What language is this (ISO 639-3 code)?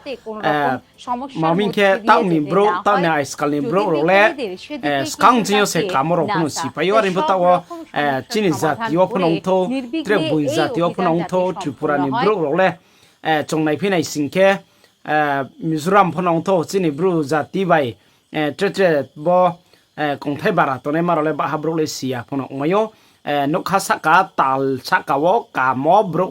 ria